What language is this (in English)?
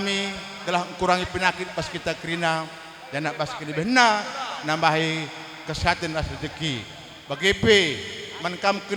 Batak Karo